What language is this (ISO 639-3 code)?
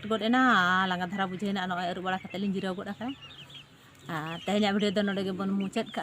sat